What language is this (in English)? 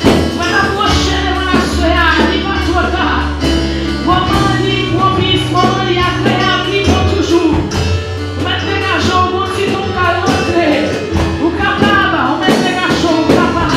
Haitian Creole